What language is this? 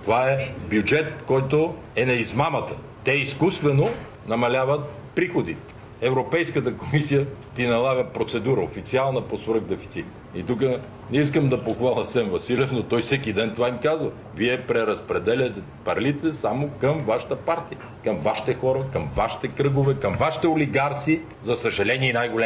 Bulgarian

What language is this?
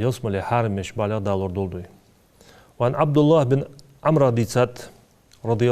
Ingush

